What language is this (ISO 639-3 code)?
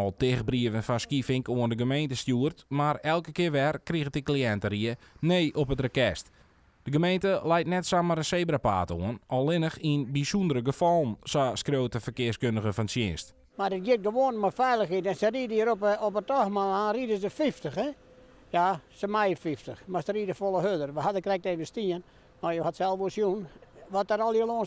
fry